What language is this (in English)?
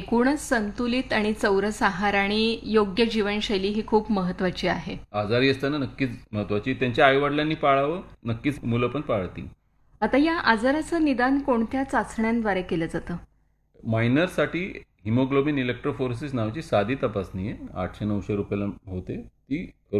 Marathi